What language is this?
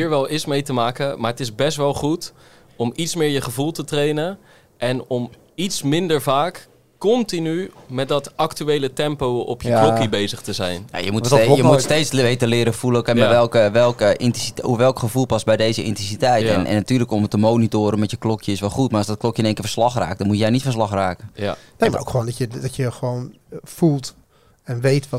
Dutch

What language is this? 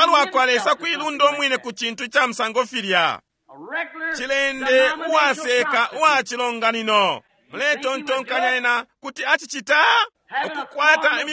Bemba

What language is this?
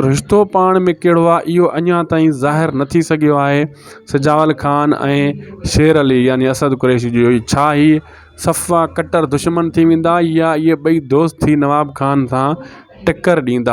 Sindhi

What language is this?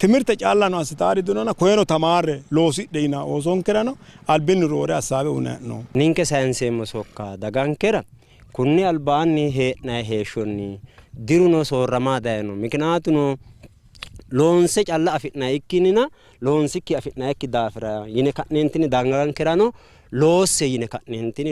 Sidamo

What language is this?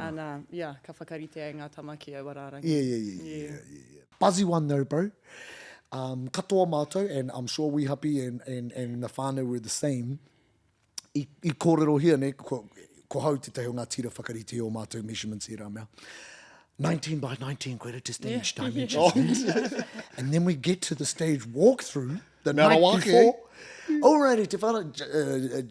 Māori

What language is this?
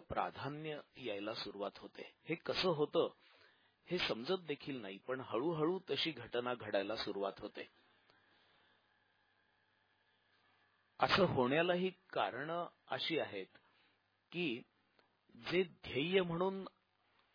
Marathi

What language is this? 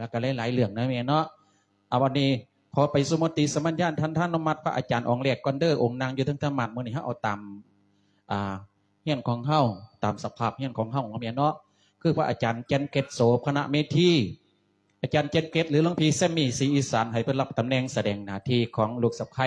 Lao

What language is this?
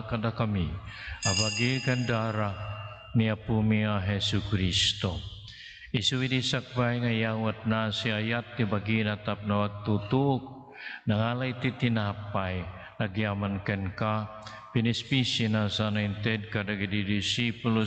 Iloko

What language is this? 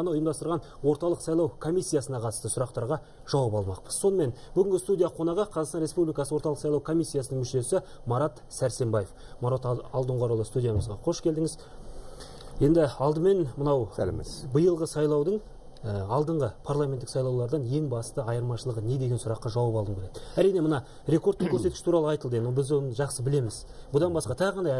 Kazakh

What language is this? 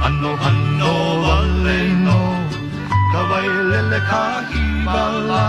Hawaiian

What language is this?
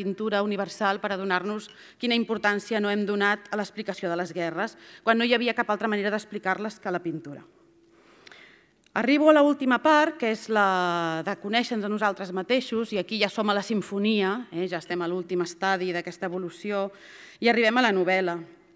Catalan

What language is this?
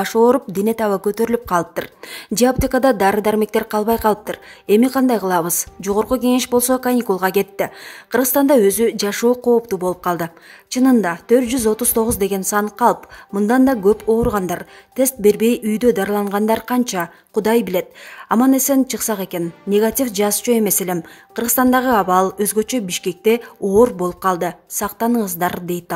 Kyrgyz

